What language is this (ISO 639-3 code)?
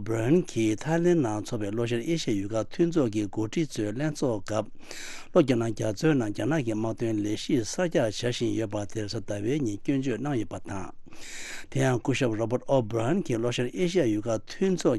bod